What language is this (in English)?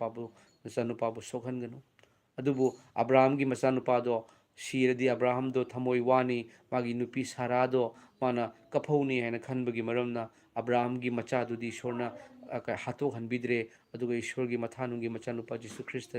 Manipuri